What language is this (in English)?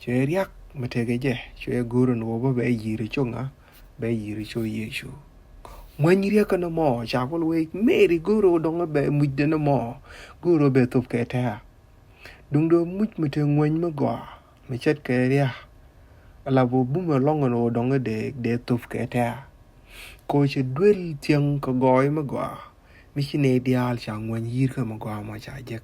Nuer